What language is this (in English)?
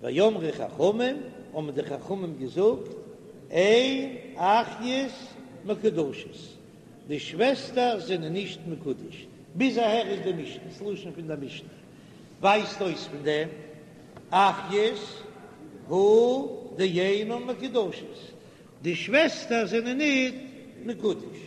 Yiddish